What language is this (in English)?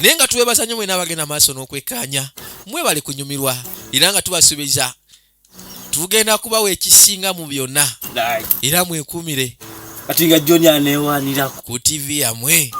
Ganda